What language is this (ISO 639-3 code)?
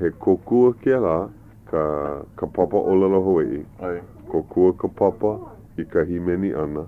haw